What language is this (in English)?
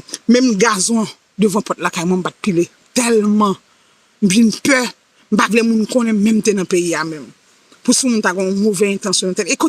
Haitian Creole